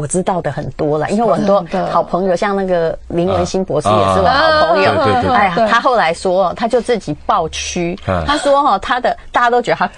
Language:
Chinese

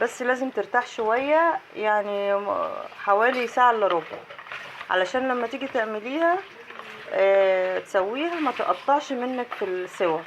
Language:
Egyptian Arabic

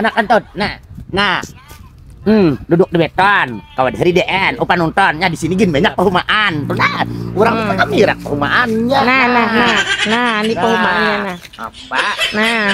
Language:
Banjar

